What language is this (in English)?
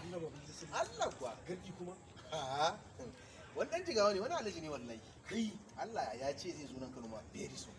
Hausa